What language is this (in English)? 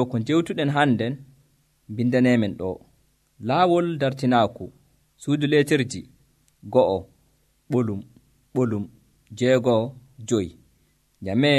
Nigerian Fulfulde